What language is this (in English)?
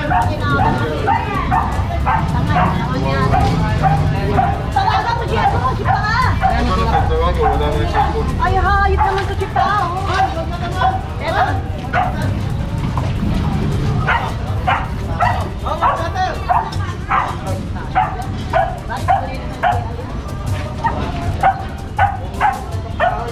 Filipino